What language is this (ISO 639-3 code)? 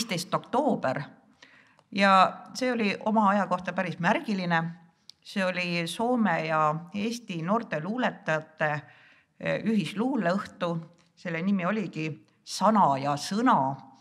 est